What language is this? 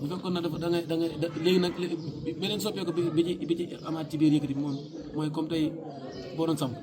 Wolof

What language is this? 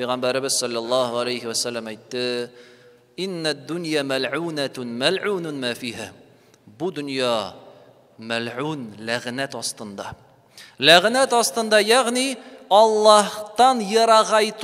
Tatar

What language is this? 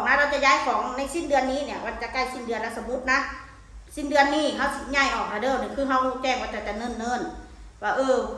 Northeastern Thai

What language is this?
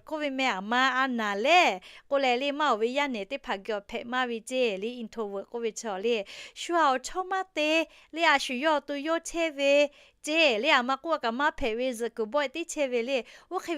Lahu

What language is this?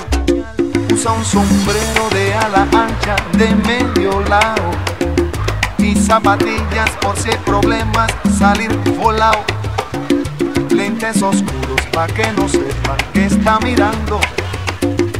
Spanish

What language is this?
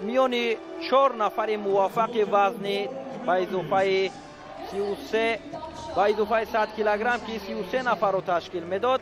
Tajik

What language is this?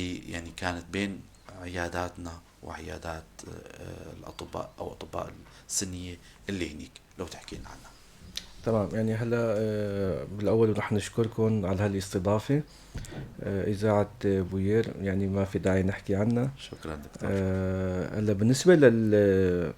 North Levantine Arabic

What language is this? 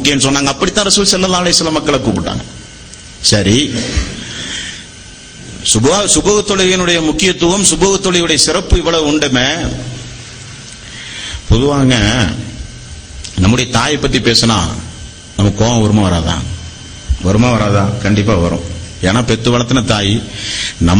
Tamil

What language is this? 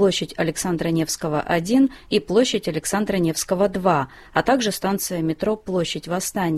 Russian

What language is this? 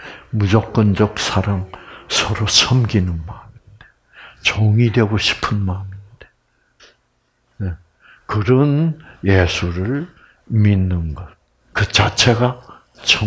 Korean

